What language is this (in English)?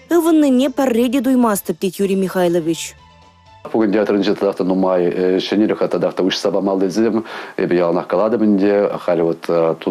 Chuvash